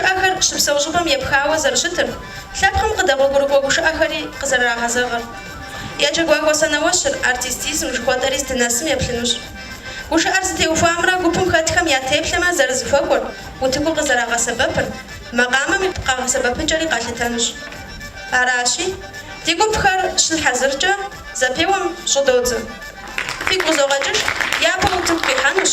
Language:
Kabardian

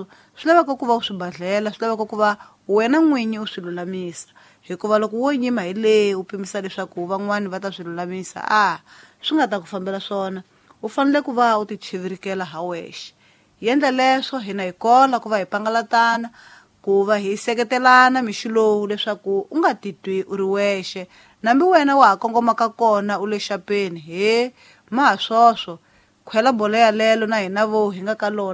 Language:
Tsonga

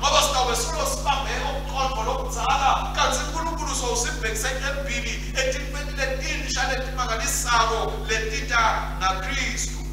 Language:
Swati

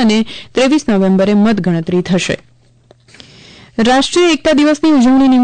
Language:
Gujarati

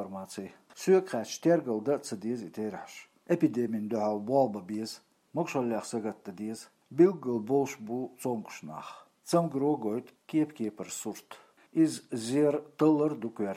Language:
Chechen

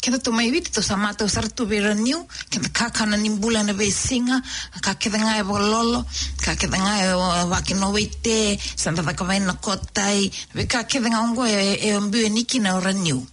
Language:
Fijian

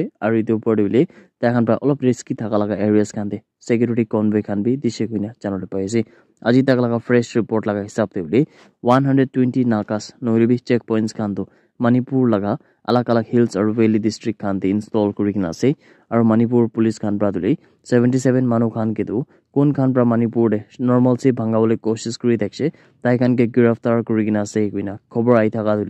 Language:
Naga Pidgin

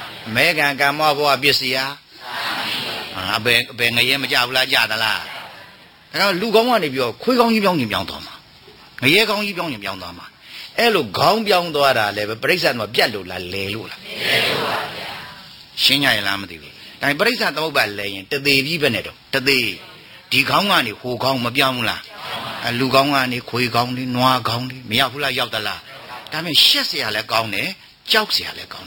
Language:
Burmese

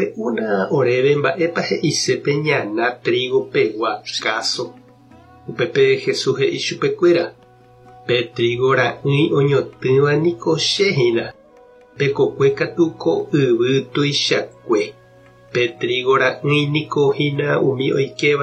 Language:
Guarani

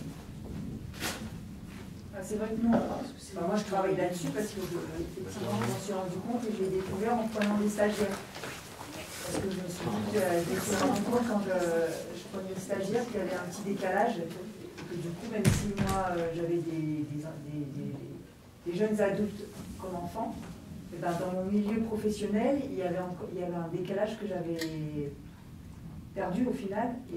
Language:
French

